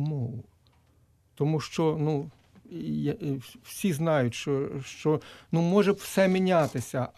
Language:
Ukrainian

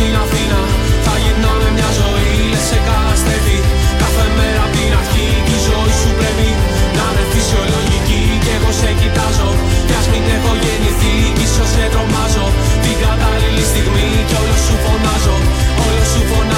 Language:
Greek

